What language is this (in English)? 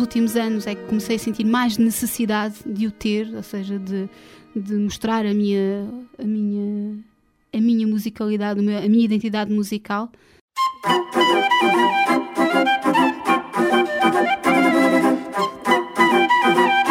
Portuguese